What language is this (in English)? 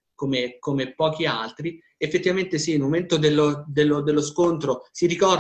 Italian